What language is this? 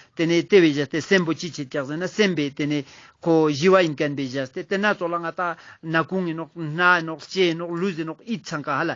Ladakhi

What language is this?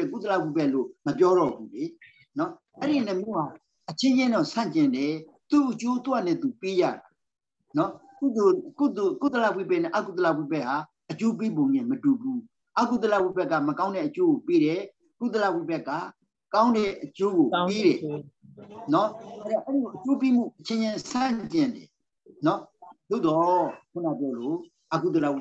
Burmese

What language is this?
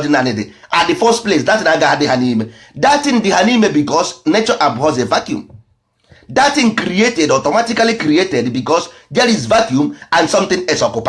Igbo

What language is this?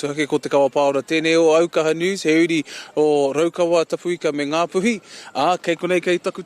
Māori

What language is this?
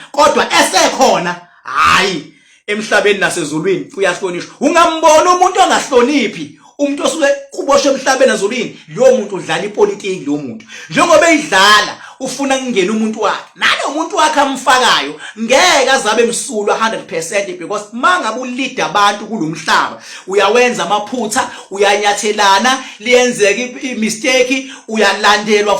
Zulu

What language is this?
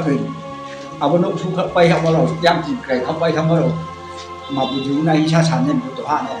Riang (India)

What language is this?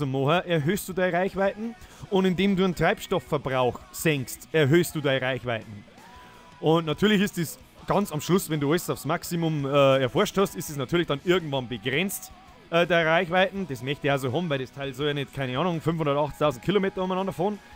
Bavarian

